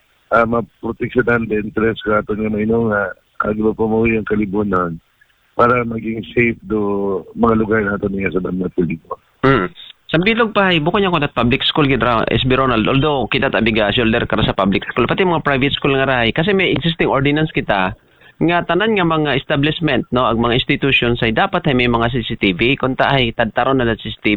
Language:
Aklanon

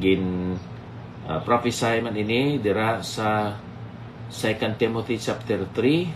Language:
Hiligaynon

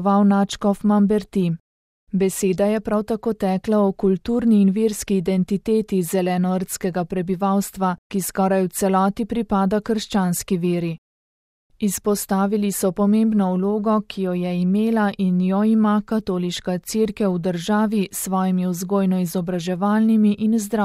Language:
Slovenian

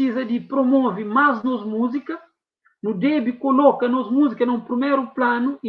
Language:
Kabuverdianu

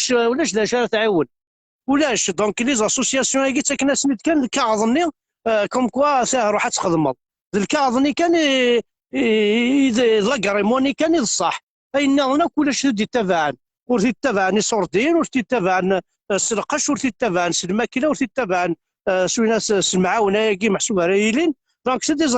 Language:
Kabyle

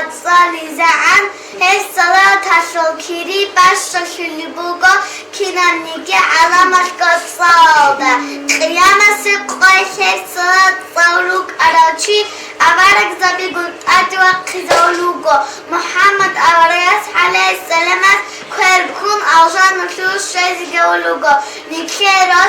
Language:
Avaric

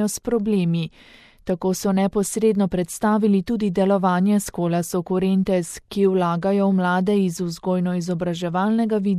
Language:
Slovenian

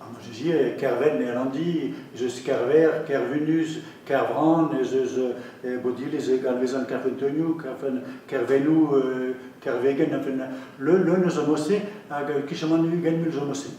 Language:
Breton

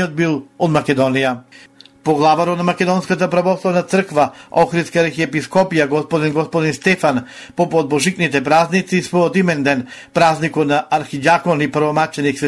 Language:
Macedonian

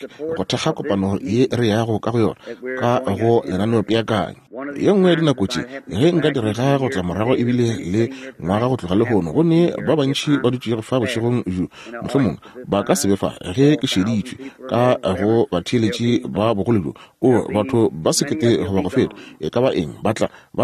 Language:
Northern Sotho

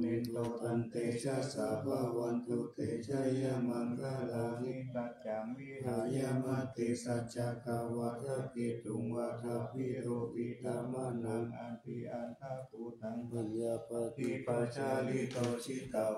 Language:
Pali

